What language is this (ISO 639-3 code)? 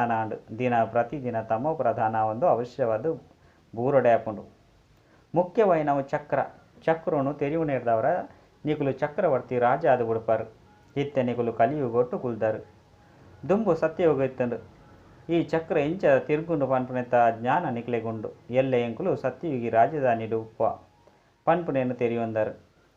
tcy